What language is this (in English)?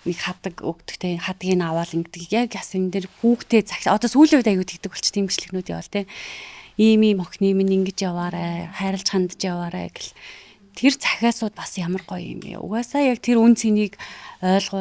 Mongolian